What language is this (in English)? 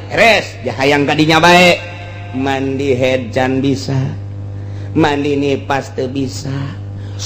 Sundanese